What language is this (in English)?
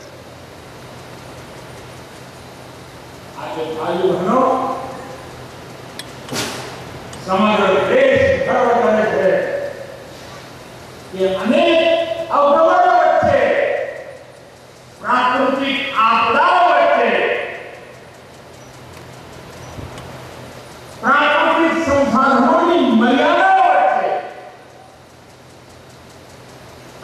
Gujarati